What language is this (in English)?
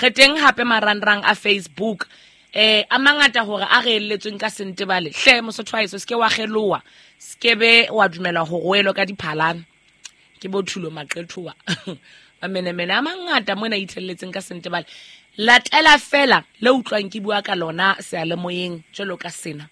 Southern Sotho